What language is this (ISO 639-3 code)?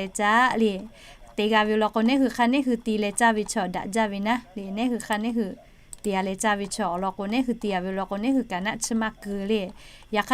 lhu